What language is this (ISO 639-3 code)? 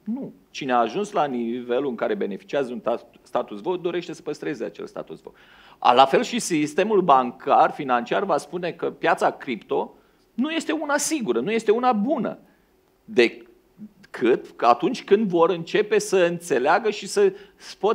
ron